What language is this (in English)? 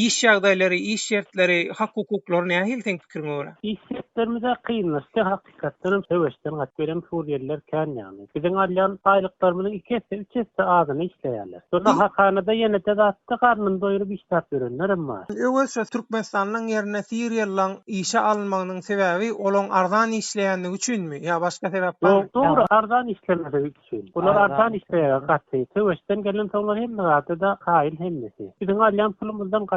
Turkmen